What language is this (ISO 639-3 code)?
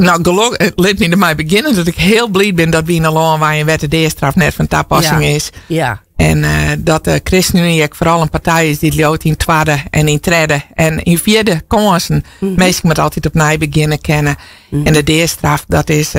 fry